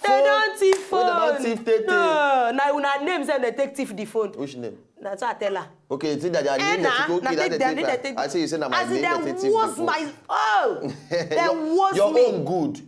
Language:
Nigerian Pidgin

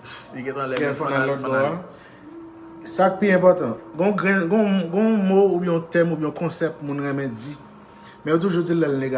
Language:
Haitian Creole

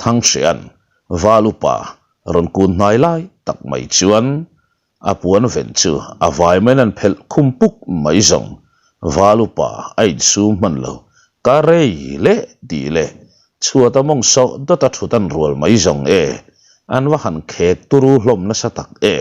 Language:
Mizo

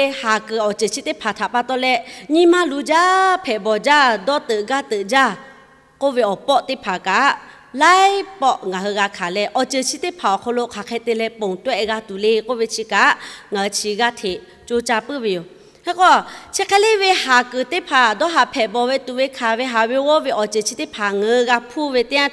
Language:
Lahu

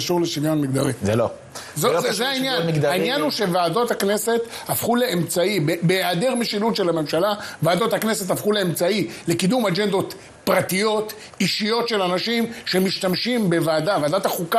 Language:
Hebrew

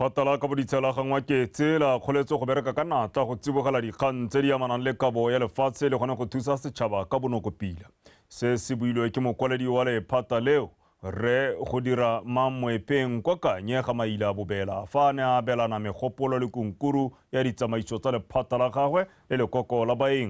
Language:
Tswana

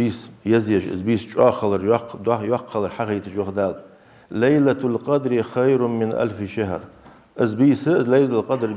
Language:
Ingush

